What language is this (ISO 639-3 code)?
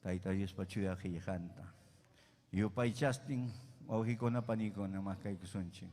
quy